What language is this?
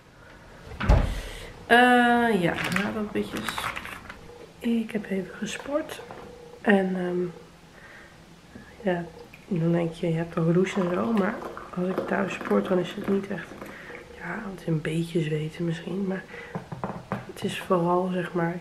Dutch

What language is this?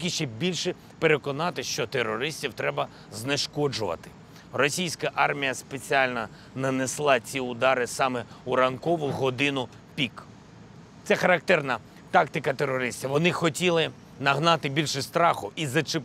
Ukrainian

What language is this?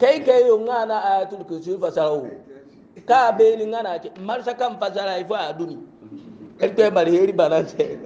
Hausa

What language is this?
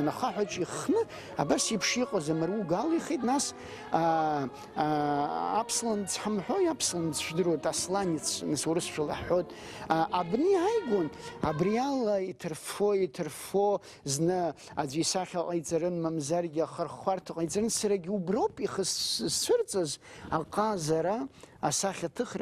Abkhazian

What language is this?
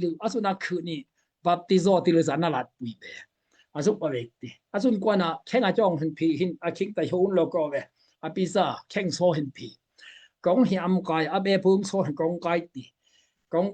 Daai Chin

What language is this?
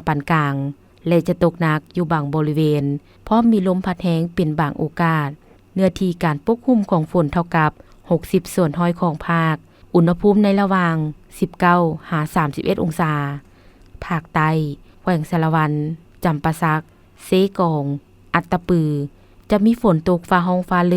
Lao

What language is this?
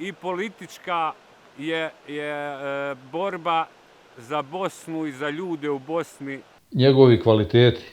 Bosnian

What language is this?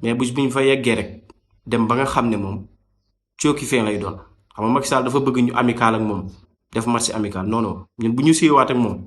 Wolof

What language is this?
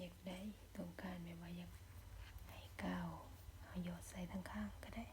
Lao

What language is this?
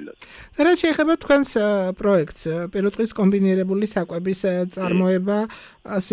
Georgian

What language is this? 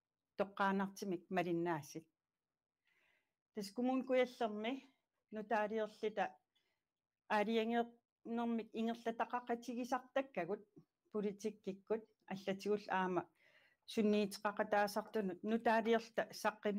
Kalaallisut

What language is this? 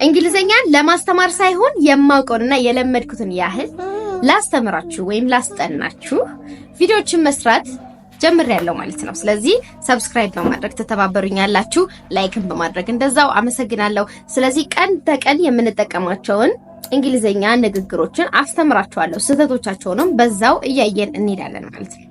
Amharic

